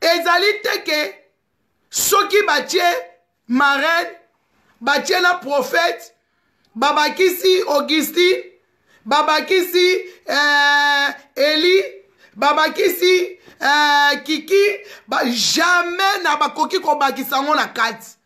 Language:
Lingala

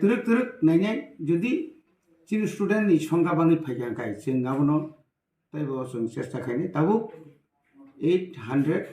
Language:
Kok Borok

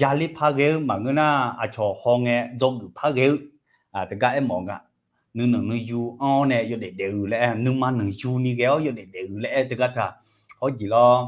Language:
Akha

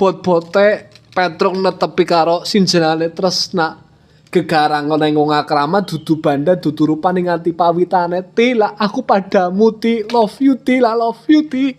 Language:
Javanese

